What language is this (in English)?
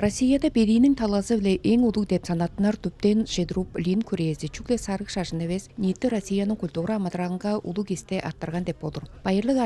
Tuvinian